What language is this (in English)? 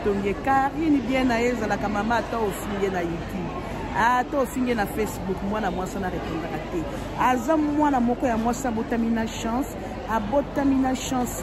Lingala